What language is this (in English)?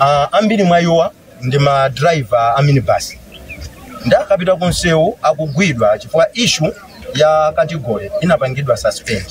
Nyanja